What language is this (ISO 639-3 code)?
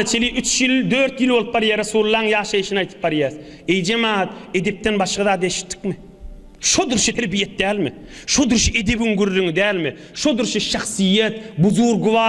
tuk